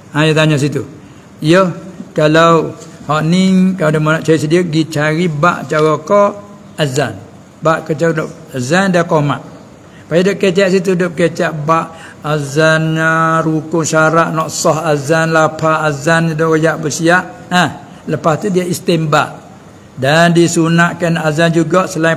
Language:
Malay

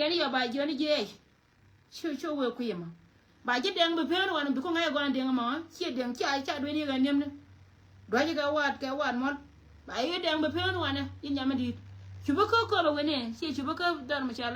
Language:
Nuer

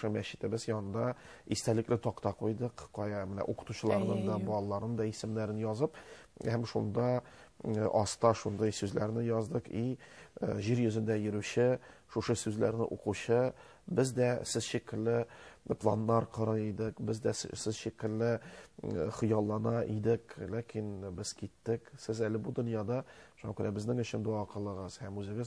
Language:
Tatar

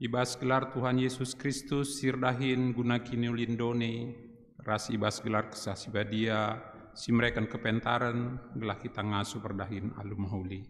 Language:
Batak Karo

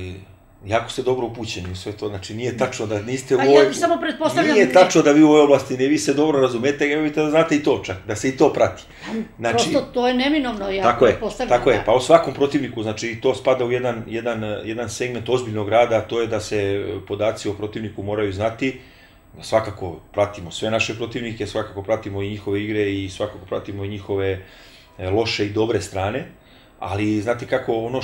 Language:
Serbian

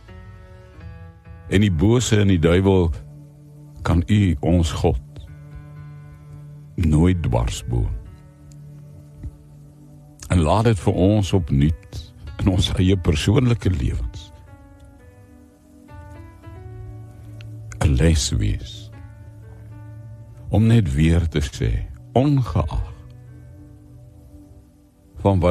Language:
Afrikaans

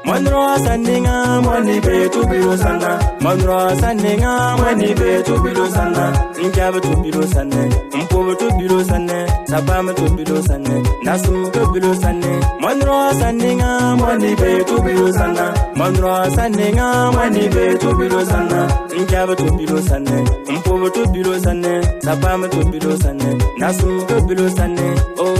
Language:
Bimoba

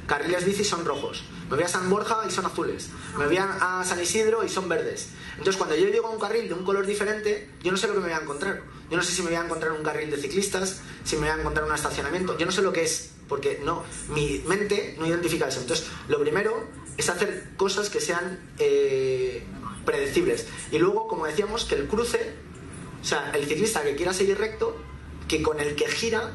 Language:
Spanish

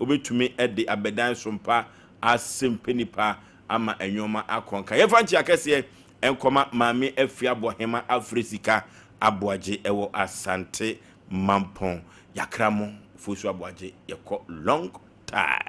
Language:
Akan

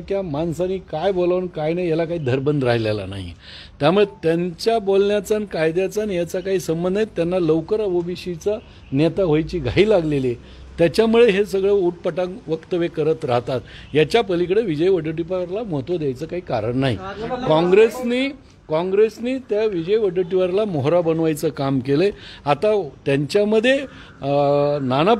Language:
Marathi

